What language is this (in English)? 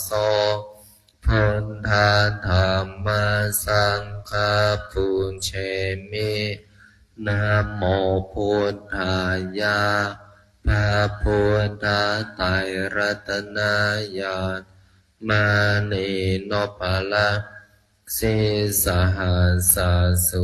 Pali